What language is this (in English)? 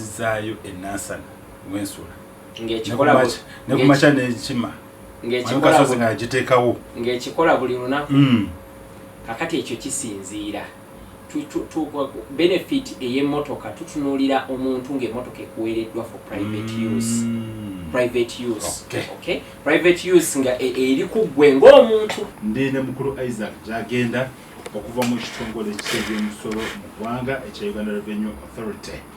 Ganda